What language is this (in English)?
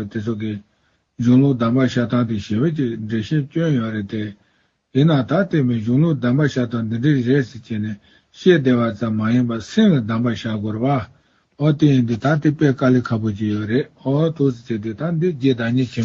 Tibetan